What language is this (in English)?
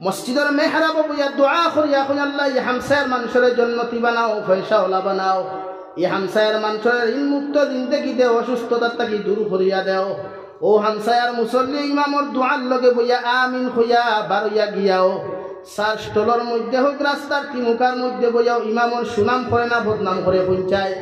Sylheti